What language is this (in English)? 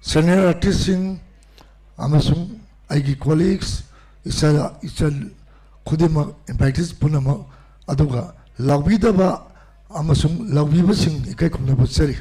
Manipuri